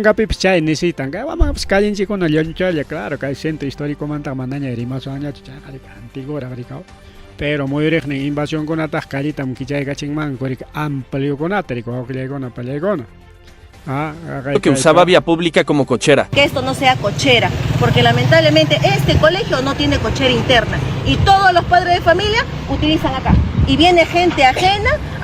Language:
Ayacucho Quechua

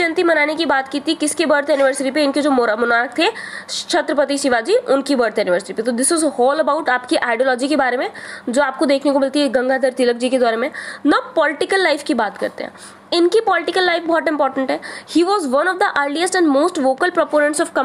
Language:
Hindi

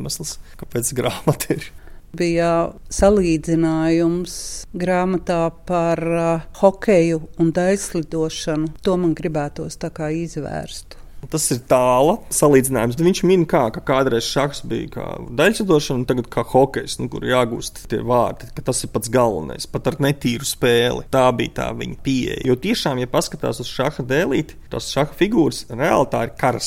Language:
Latvian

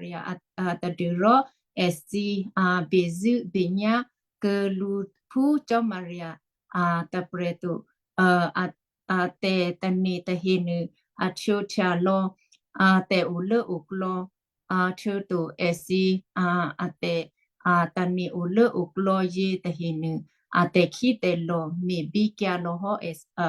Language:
Western Kayah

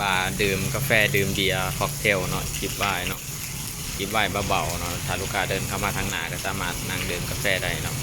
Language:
Lao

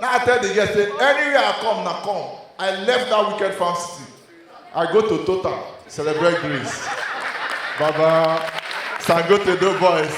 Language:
Nigerian Pidgin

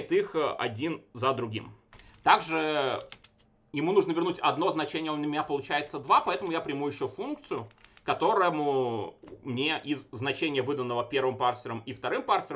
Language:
Russian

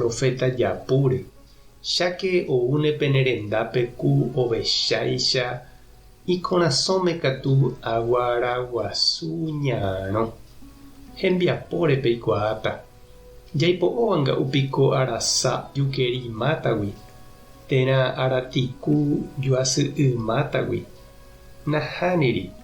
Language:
Guarani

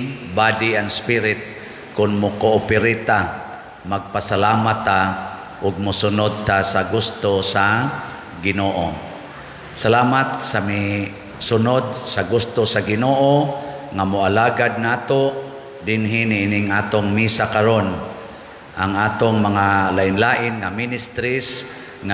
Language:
Cebuano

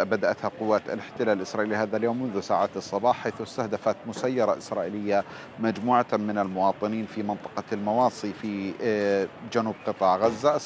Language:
Arabic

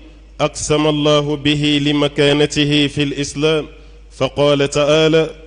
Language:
Bambara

